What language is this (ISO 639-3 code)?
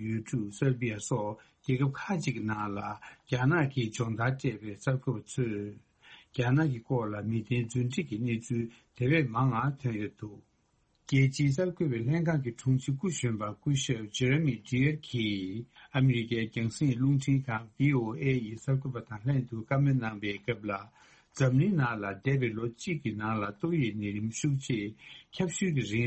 bod